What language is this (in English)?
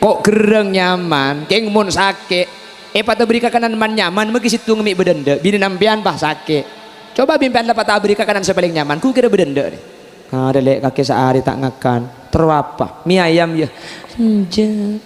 Madurese